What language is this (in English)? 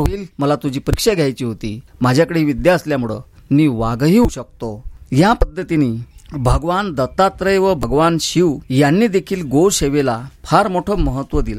Marathi